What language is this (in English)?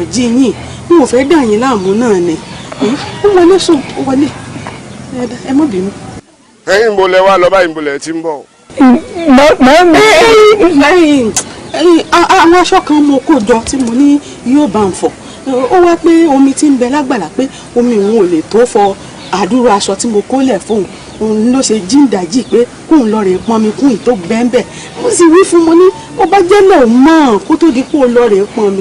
Yoruba